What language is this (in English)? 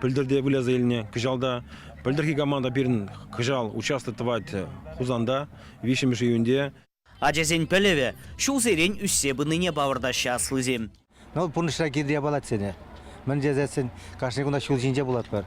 Chuvash